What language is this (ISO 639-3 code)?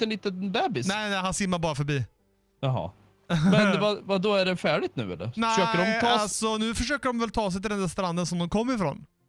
swe